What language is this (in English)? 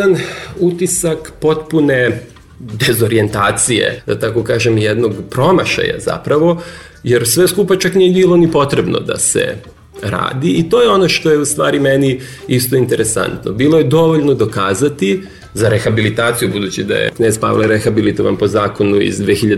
Serbian